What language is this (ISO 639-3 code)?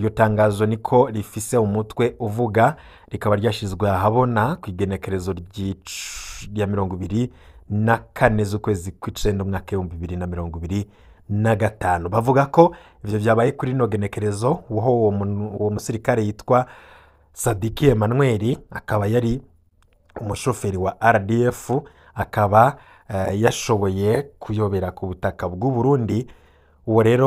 run